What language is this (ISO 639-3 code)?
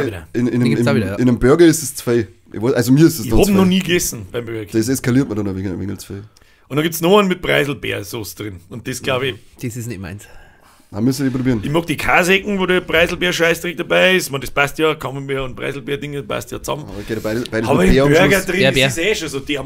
bar